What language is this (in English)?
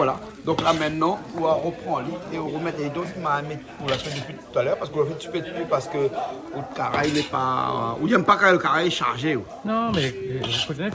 Réunion Creole French